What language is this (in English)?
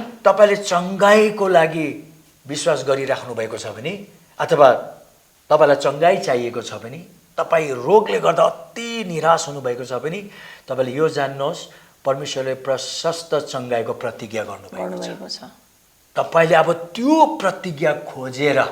Nepali